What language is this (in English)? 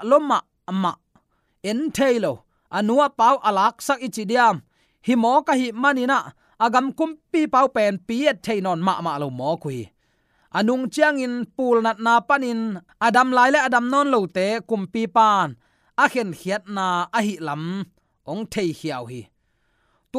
Tedim Chin